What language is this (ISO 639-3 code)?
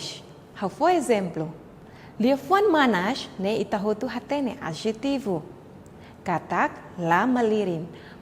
tet